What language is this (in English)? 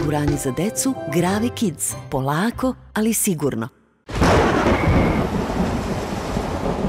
Serbian